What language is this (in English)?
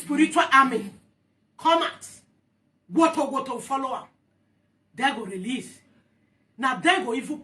Nigerian Pidgin